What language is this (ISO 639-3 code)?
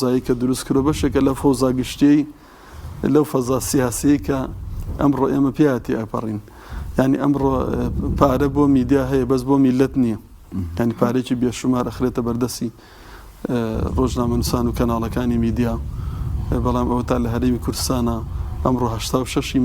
ckb